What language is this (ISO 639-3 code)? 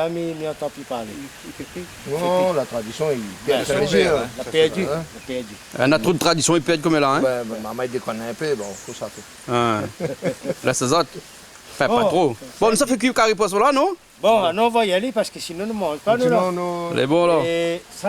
rcf